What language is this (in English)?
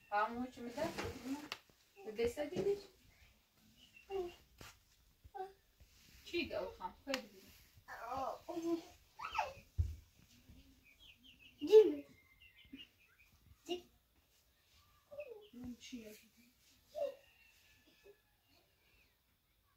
Persian